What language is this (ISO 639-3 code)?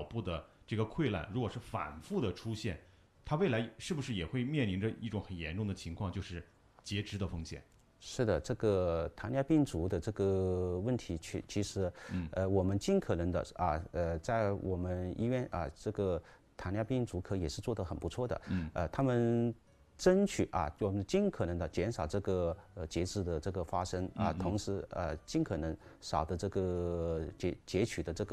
zho